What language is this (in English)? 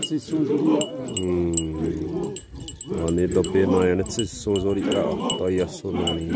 Xavánte